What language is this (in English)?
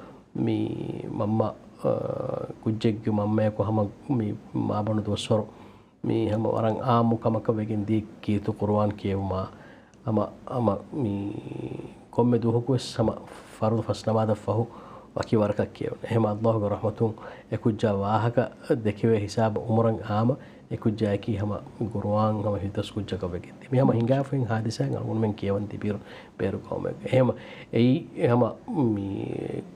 Divehi